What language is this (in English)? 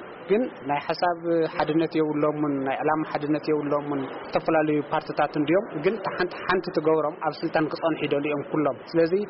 Tigrinya